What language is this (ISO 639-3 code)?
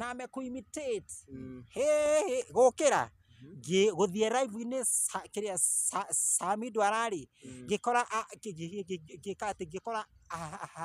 kik